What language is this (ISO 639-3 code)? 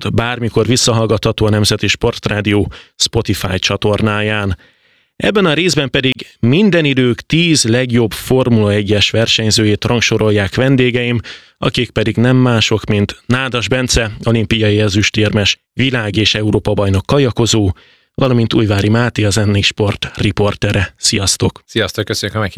hun